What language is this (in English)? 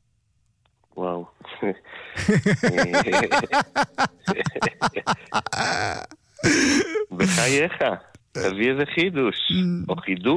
Hebrew